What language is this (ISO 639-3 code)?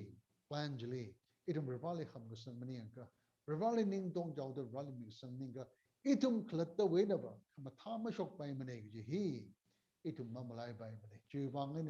nmf